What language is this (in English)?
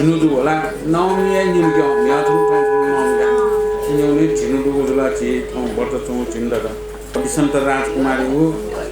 Newari